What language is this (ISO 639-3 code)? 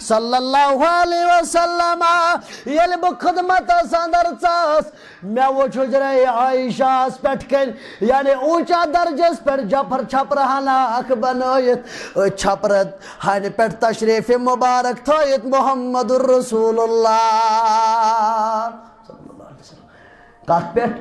kas